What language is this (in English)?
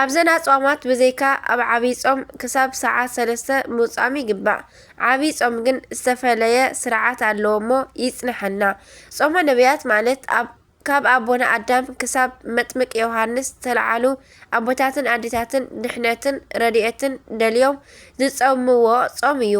Tigrinya